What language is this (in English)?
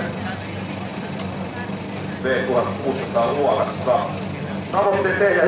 Finnish